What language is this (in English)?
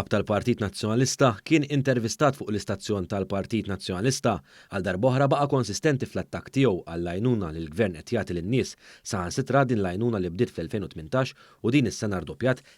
Maltese